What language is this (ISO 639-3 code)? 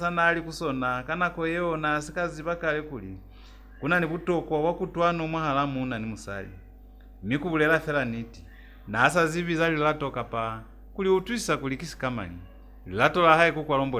loz